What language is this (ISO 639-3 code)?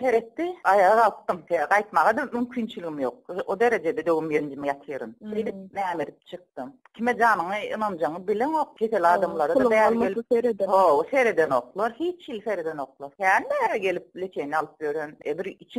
tuk